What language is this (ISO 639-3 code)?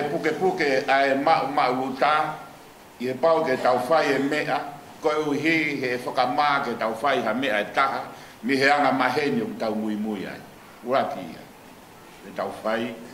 ton